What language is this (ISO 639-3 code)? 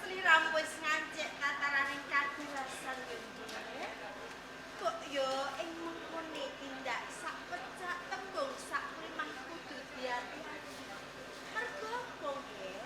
jav